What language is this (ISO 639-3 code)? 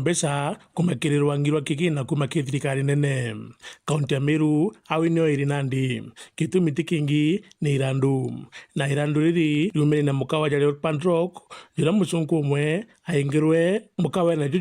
mer